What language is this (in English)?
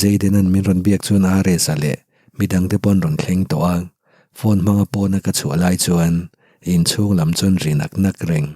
Mizo